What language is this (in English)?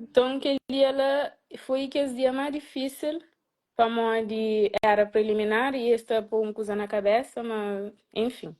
Kabuverdianu